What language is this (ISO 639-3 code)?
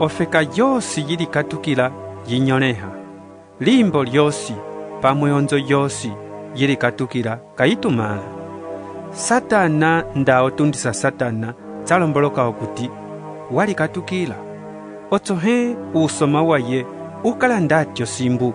umb